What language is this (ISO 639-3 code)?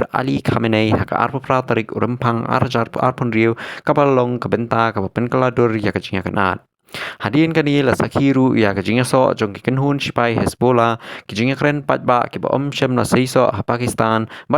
kha